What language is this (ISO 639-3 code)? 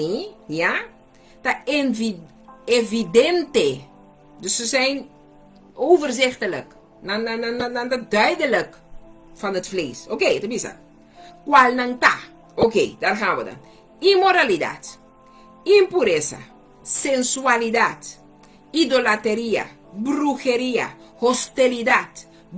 pap